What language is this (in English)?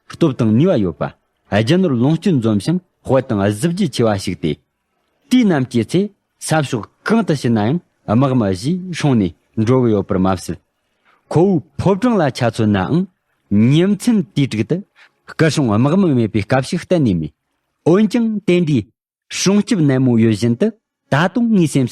Tibetan